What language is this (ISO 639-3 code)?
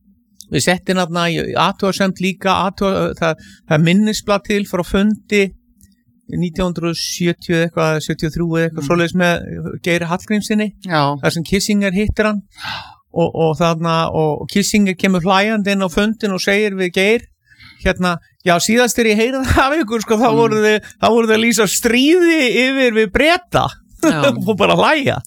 isl